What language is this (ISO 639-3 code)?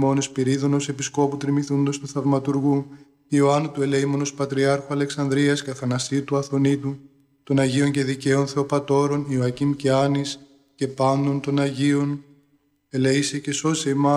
ell